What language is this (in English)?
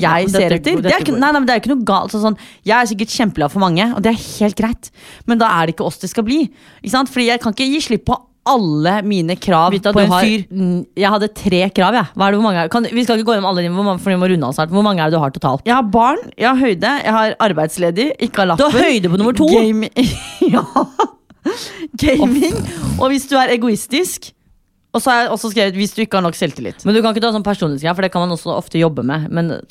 Norwegian